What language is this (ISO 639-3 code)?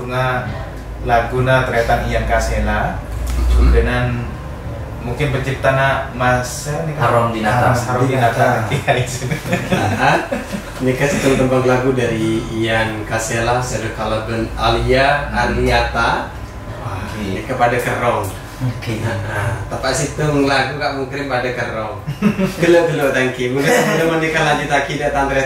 mad